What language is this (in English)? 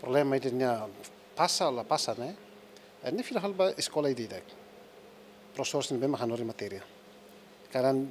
Tetum